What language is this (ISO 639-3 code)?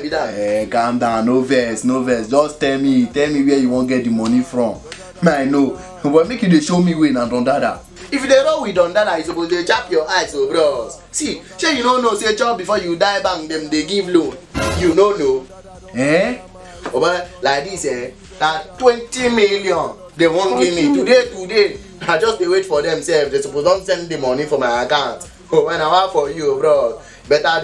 pcm